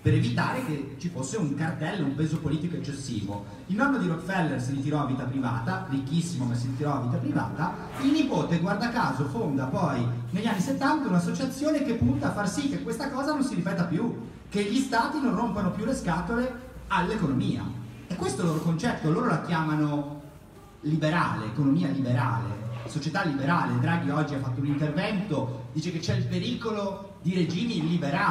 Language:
Italian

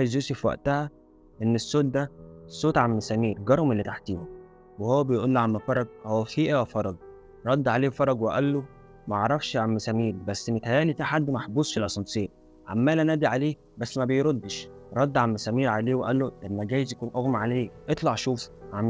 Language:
Egyptian Arabic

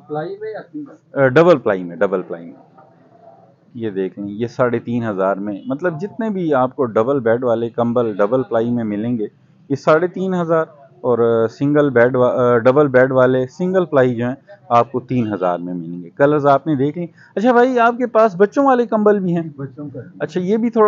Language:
Hindi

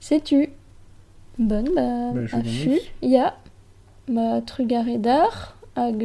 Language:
Breton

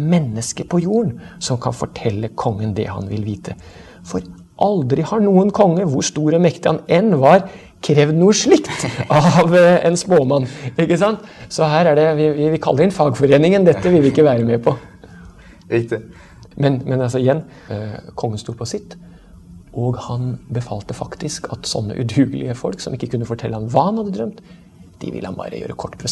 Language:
Norwegian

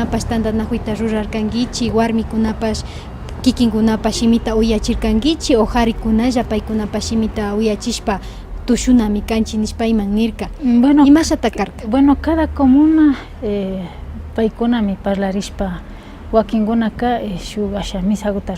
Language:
Imbabura Highland Quichua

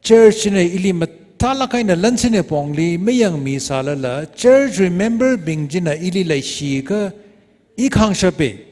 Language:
Tangkhul Naga (India)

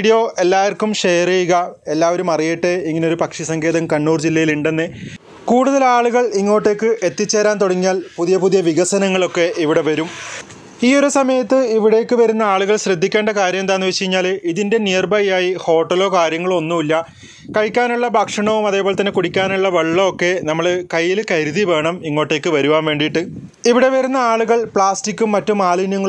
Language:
Malayalam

